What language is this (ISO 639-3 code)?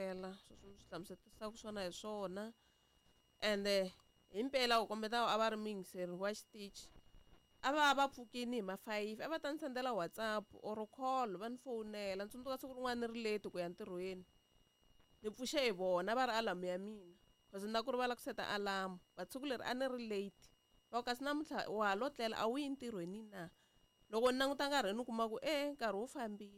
tso